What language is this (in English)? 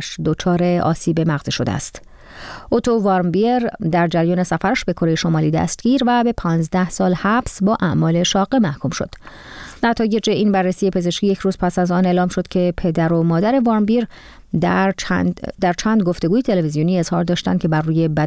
Persian